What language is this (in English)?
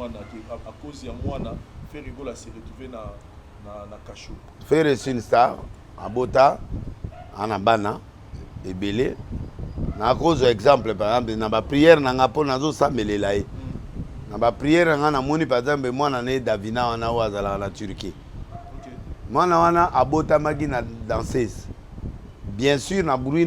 Lingala